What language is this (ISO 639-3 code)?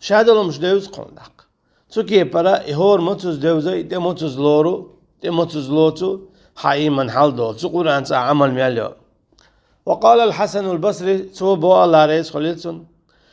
che